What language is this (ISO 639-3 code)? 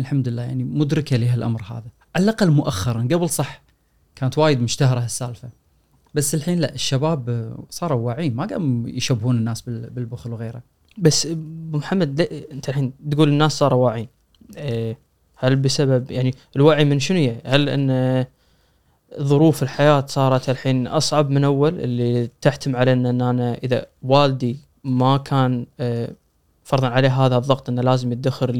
afb